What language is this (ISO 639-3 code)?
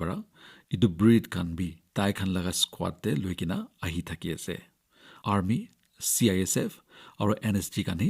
nag